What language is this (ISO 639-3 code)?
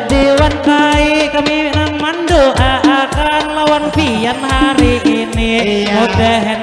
bjn